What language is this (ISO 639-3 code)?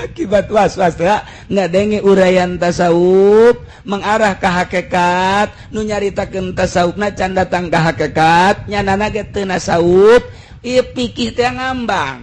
sun